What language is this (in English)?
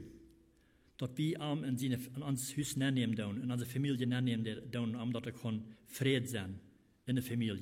Plautdietsch